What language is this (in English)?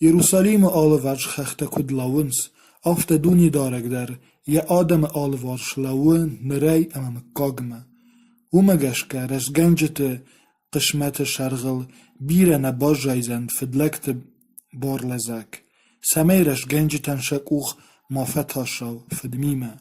Ossetic